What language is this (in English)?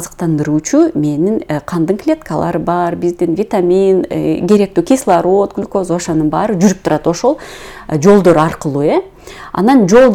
Kyrgyz